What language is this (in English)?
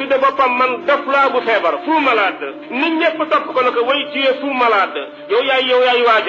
Wolof